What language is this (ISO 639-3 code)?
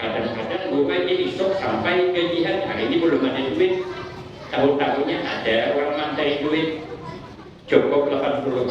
bjn